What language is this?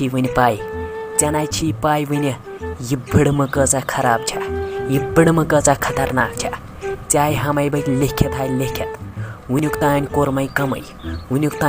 Kashmiri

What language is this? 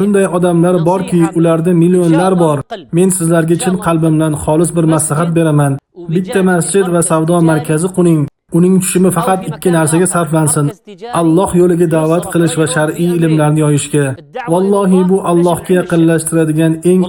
Uzbek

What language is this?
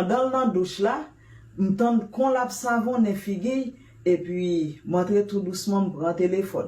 Haitian Creole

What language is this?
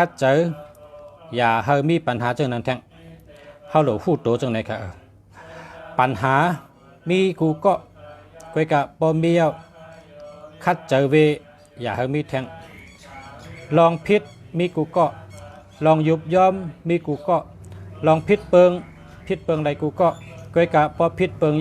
Shan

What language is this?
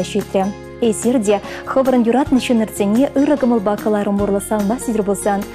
Chuvash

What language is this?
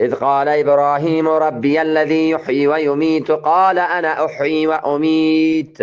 Eastern Balochi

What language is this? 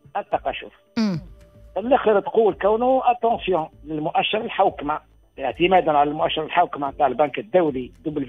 Tunisian Arabic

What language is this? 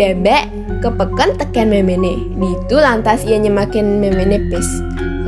Balinese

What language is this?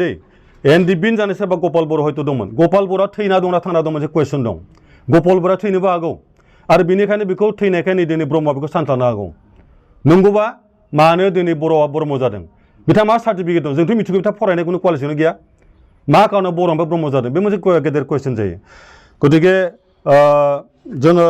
Bodo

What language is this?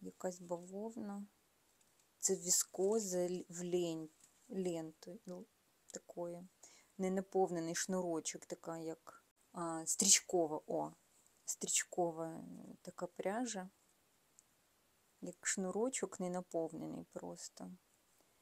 Ukrainian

